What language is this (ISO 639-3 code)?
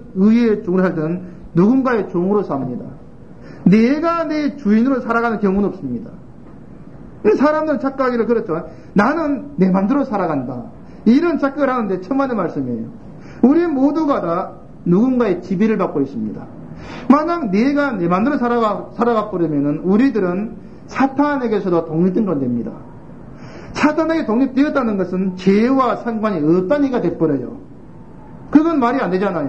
kor